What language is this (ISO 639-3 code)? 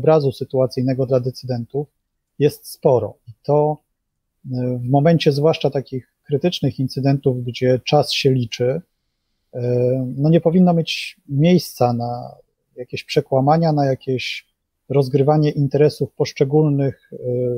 pol